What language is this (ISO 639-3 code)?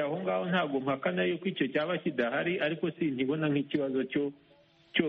kin